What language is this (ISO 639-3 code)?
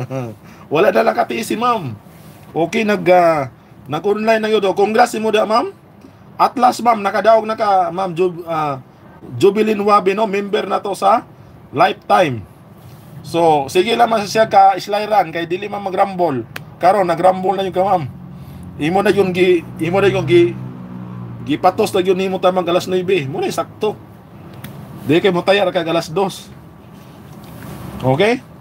ceb